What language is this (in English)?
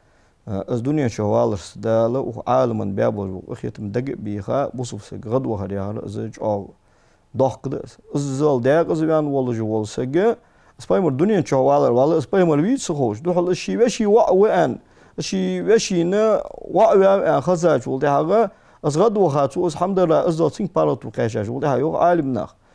Ingush